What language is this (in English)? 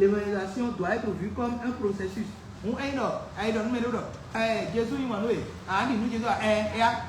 Fon